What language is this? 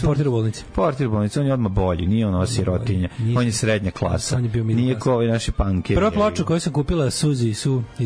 Serbian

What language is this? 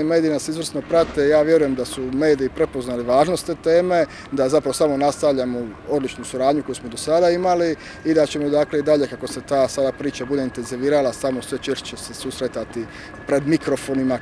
Croatian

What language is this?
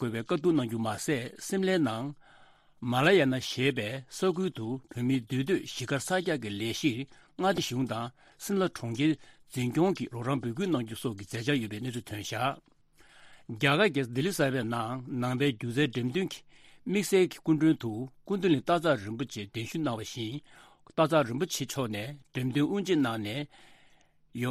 Tibetan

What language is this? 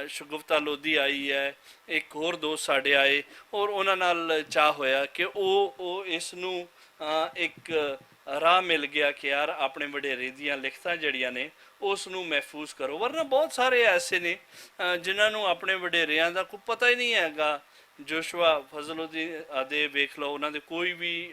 Western Panjabi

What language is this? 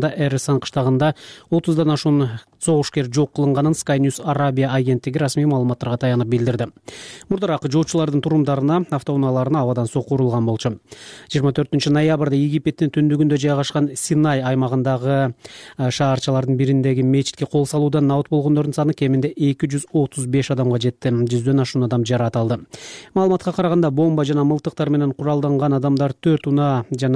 Kyrgyz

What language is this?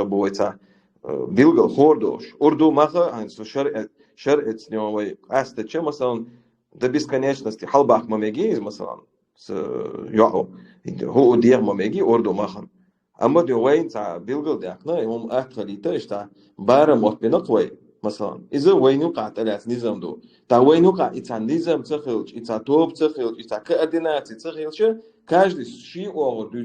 Chechen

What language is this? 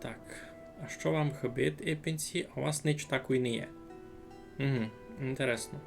Rusyn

